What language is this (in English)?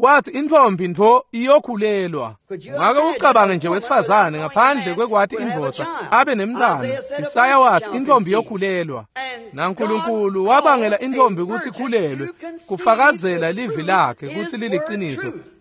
Swati